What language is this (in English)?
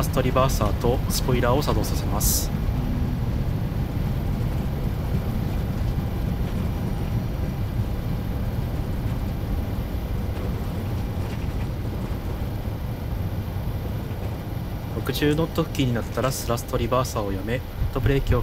Japanese